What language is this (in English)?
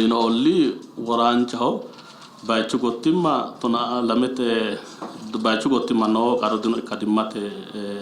Sidamo